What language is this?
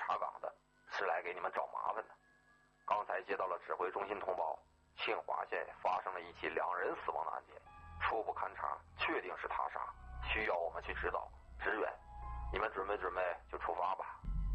Chinese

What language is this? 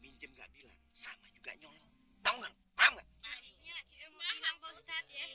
Betawi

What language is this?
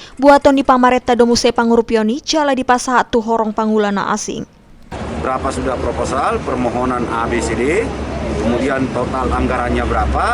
Batak Toba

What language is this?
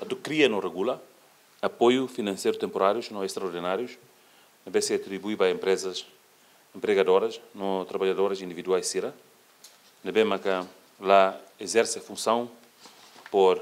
Tetum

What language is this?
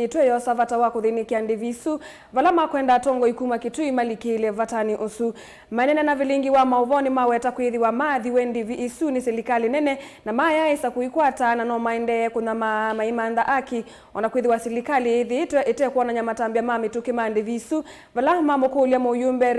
Kamba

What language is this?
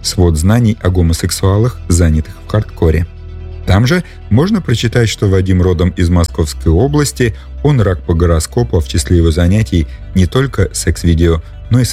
Russian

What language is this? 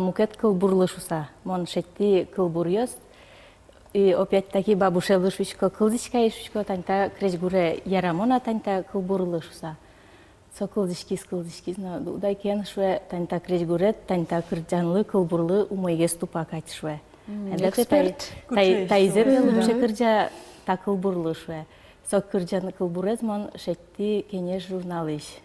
Udmurt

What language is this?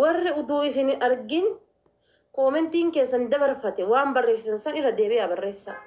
Oromo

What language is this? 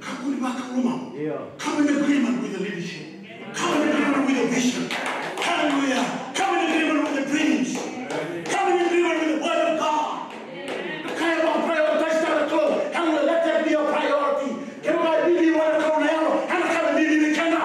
Fijian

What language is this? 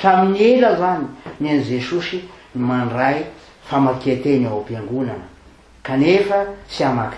Malagasy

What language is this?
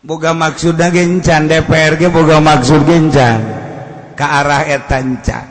Sundanese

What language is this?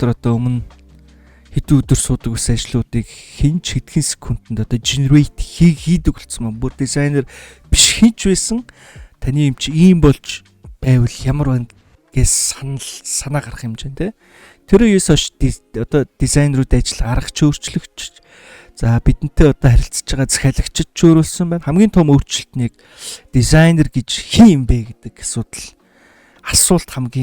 Mongolian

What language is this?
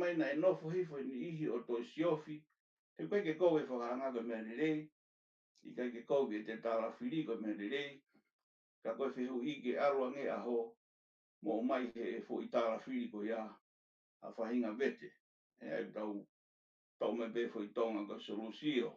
Tongan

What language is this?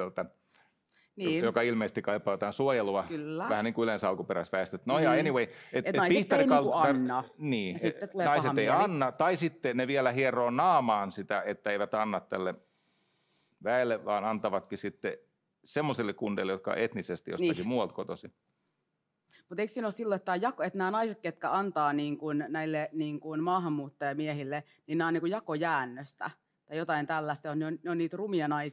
Finnish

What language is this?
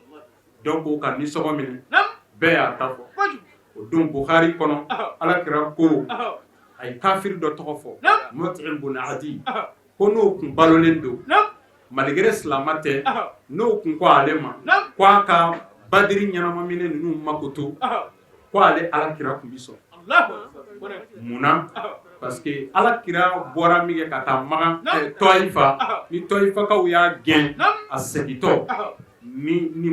Bambara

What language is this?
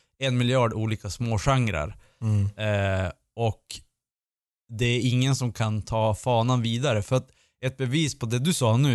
Swedish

